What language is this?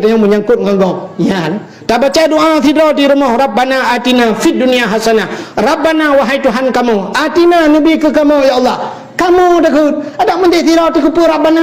Achinese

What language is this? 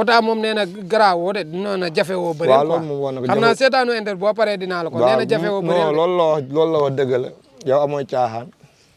Wolof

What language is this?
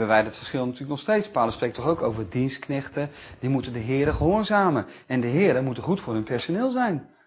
Dutch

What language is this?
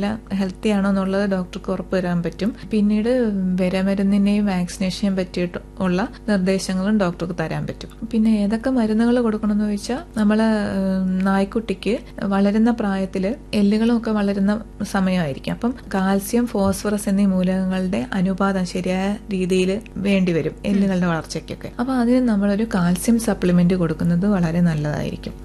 Malayalam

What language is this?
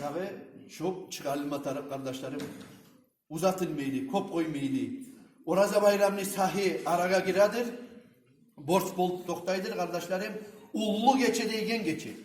Kumyk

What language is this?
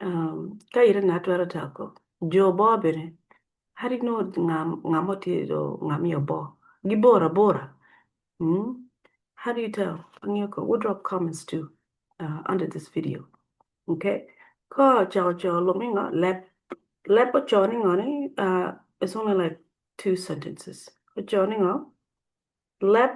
Acoli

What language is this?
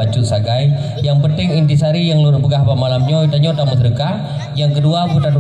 Achinese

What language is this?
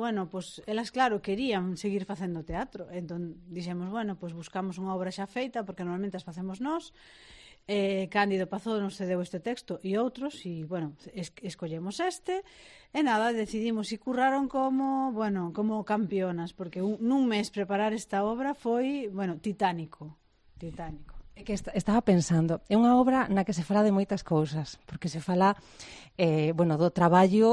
Galician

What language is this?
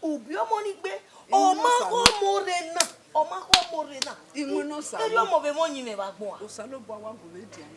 Bini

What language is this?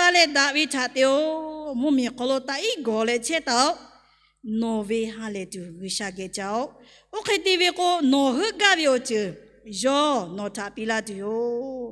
Lahu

